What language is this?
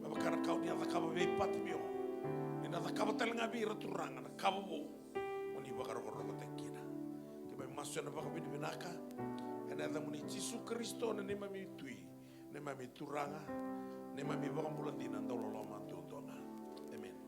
Fijian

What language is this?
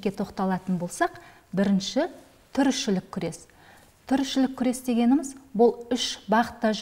Kazakh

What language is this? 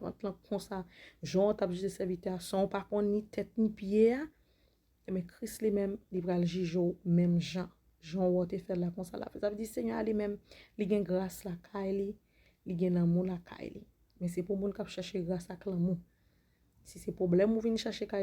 Haitian Creole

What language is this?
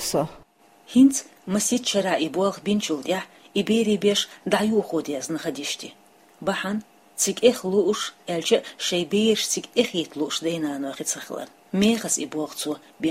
Chechen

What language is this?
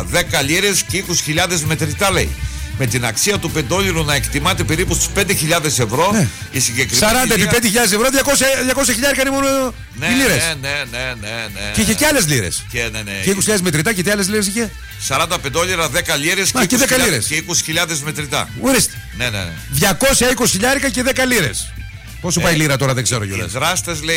Greek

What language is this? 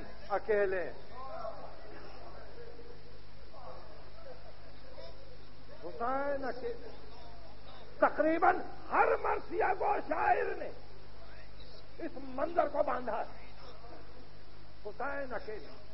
Urdu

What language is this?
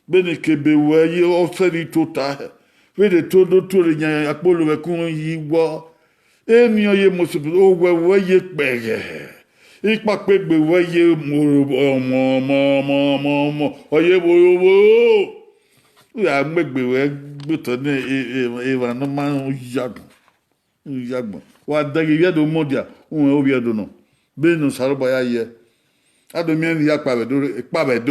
Bini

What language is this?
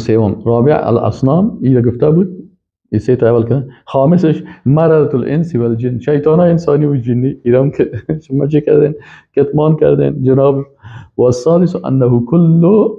Persian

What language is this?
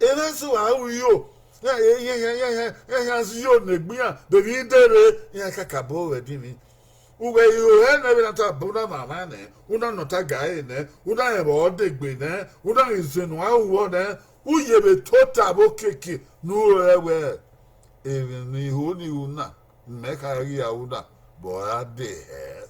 Bini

